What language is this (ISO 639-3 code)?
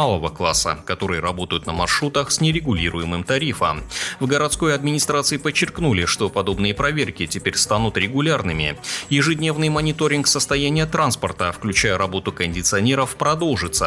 rus